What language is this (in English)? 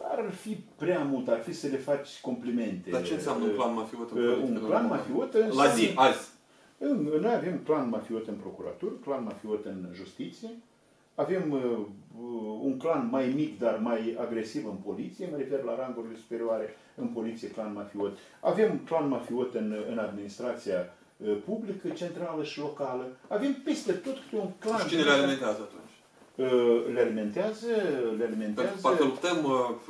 Romanian